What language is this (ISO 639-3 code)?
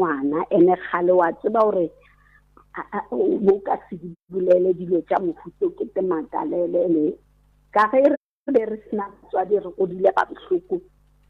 nso